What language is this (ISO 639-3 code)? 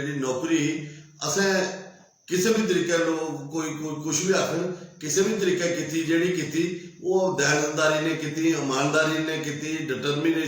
doi